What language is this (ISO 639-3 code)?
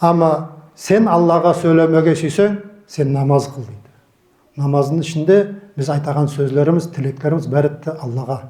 nog